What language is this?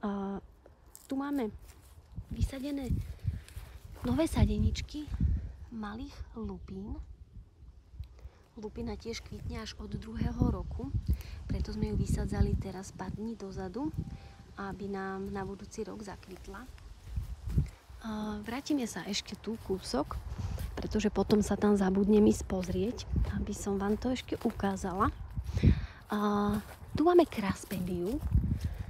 Slovak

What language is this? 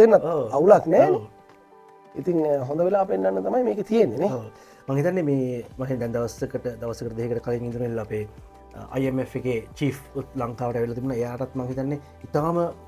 Sinhala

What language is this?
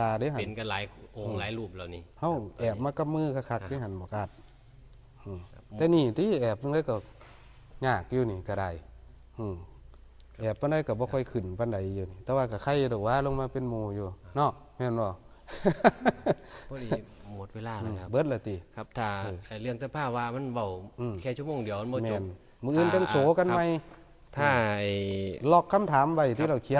Northeastern Thai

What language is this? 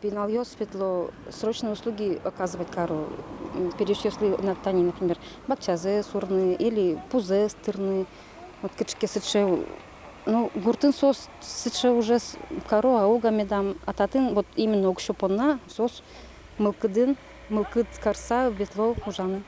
Udmurt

